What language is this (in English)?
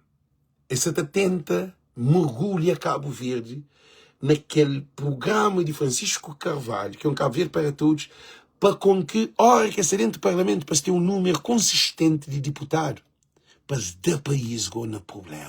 Kabuverdianu